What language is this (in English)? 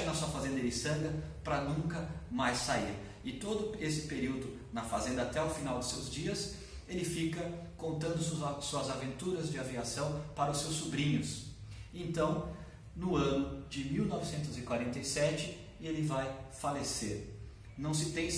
Portuguese